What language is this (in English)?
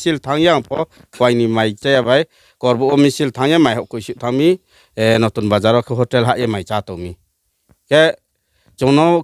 Riang (India)